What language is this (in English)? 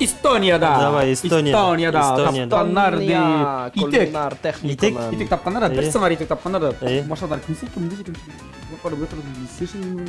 Tatar